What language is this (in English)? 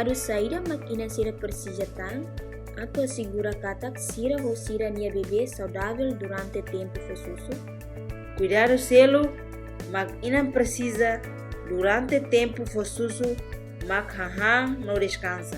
Tetum